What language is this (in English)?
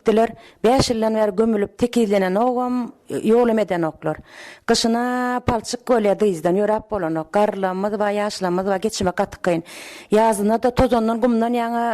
Turkmen